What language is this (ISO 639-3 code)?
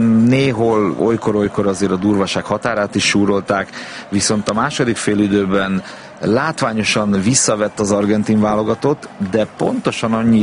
hun